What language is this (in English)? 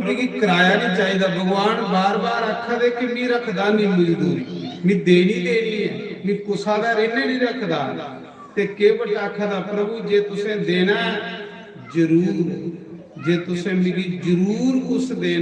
Dogri